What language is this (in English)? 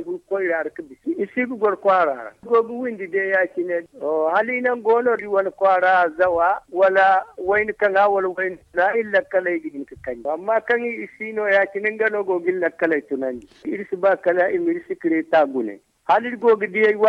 Zarma